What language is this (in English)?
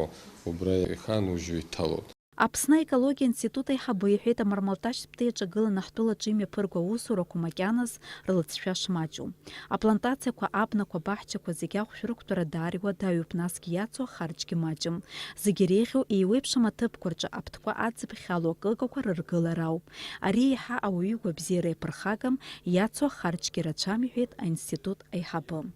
Abkhazian